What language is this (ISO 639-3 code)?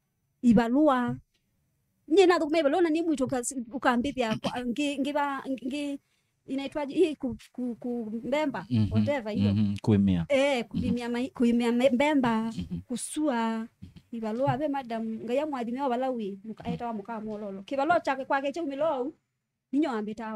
kam